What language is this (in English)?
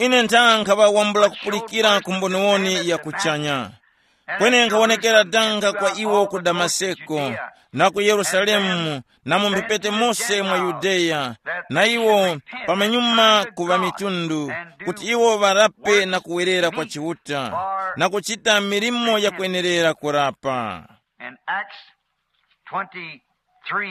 Tumbuka